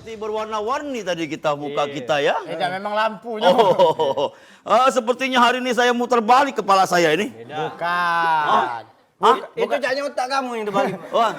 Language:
Musi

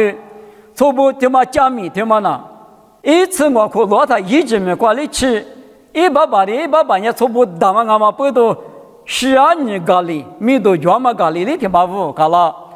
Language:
Lisu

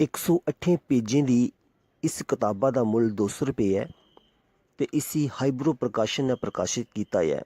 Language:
Dogri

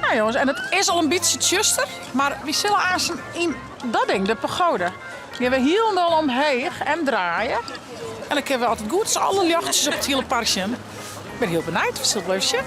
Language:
Western Frisian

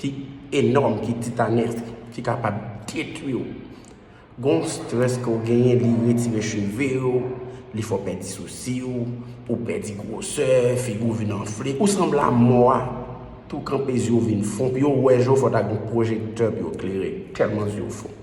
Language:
Haitian Creole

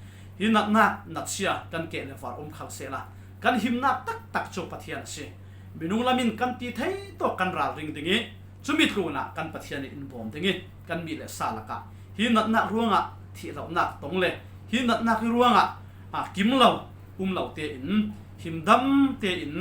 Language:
Falam Chin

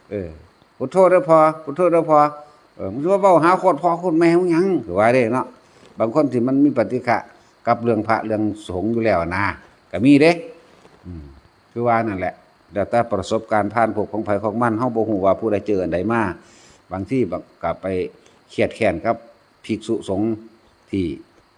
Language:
Lao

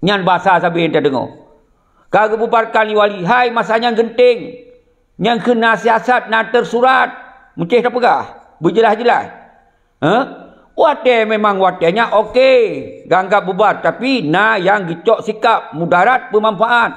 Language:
Achinese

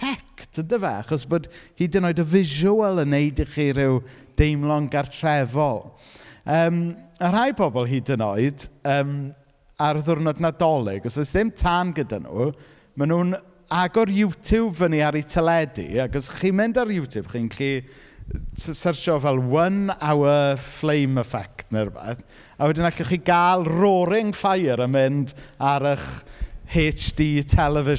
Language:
Welsh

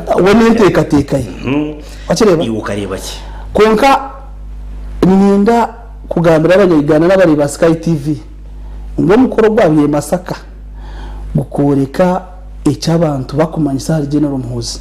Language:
Nyankole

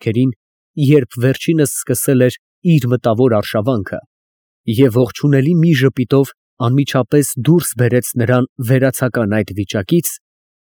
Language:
Armenian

